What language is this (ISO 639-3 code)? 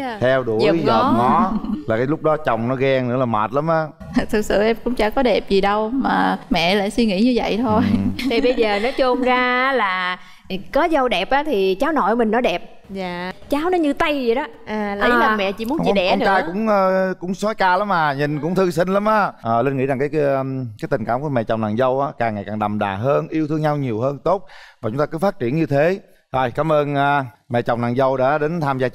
vie